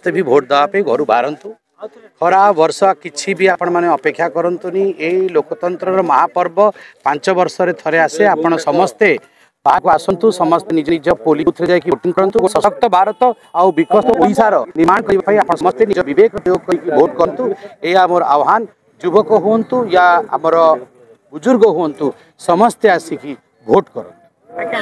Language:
Odia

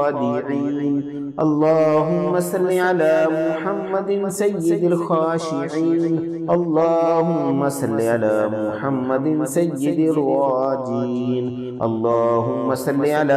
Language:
Arabic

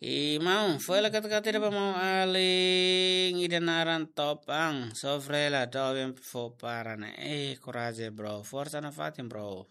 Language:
Tetum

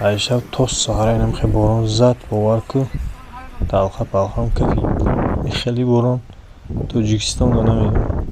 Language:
Tajik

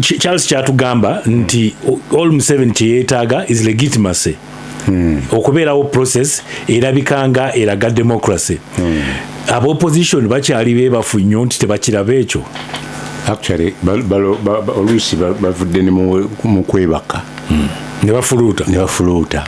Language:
Ganda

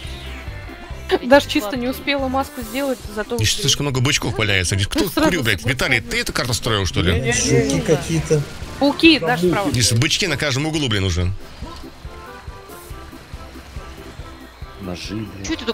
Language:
Russian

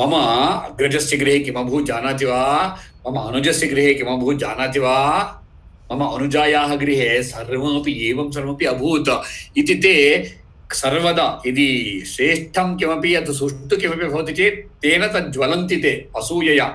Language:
Sanskrit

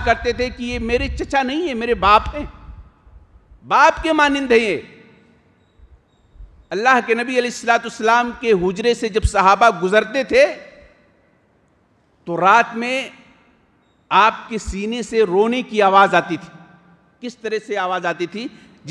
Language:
Urdu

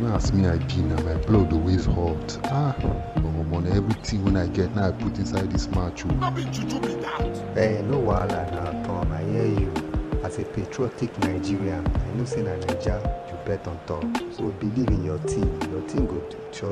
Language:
Nigerian Pidgin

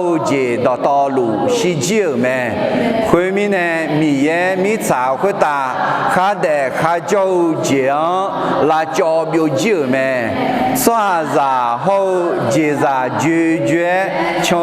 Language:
Akha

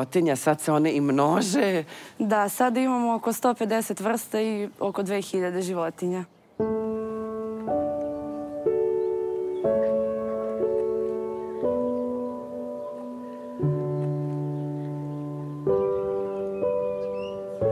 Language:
Serbian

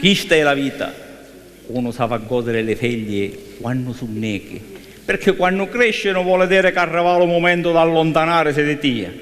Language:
Sicilian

